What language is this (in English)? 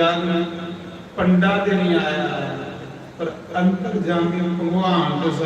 Dogri